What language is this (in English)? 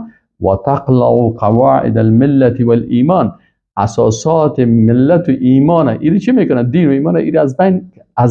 Persian